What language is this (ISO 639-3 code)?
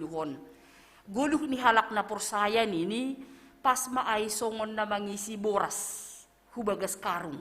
bts